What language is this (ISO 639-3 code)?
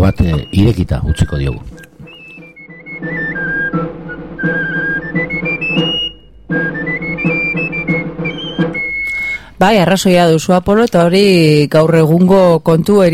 eus